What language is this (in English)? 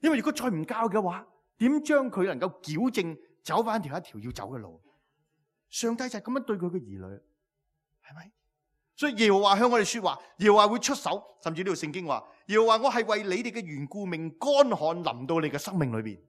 Cantonese